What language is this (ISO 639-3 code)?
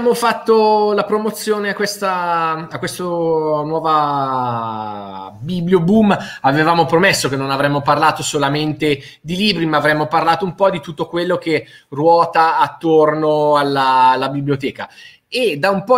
ita